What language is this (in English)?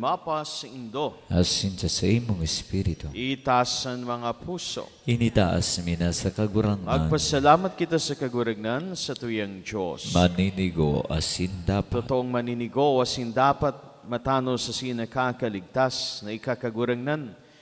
Bikol